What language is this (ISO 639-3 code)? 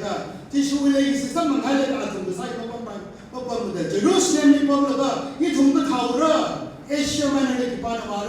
nmf